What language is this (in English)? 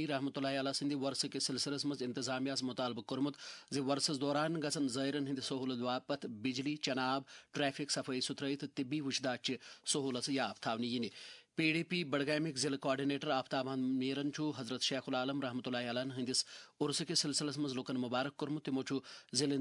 Kashmiri